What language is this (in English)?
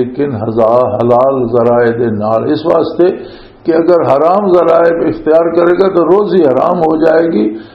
Western Panjabi